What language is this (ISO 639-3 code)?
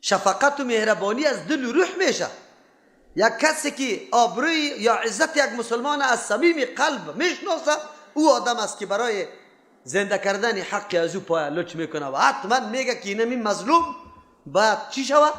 fas